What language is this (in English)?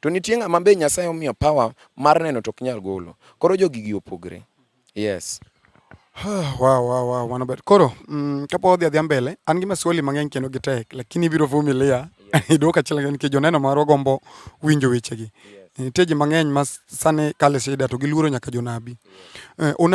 Luo (Kenya and Tanzania)